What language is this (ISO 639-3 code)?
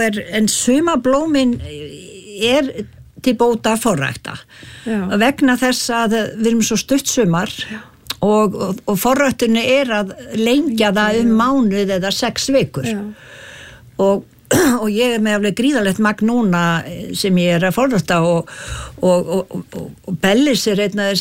isl